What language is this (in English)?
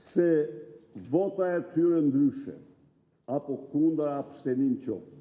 Albanian